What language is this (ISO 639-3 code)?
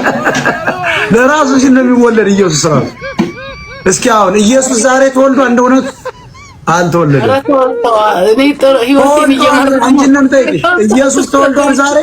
amh